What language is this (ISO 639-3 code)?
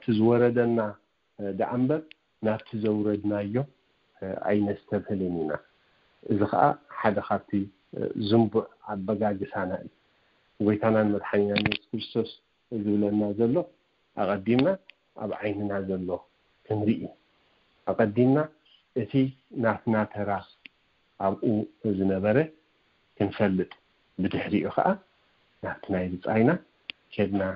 tir